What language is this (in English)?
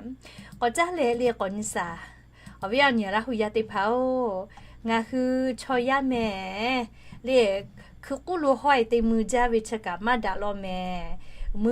Lahu